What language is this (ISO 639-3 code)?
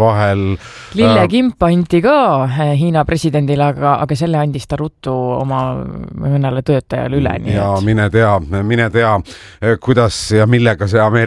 est